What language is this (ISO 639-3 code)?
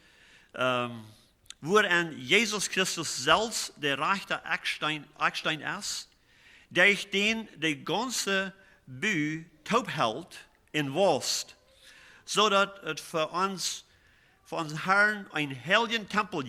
pdt